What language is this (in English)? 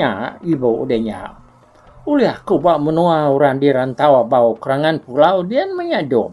Iban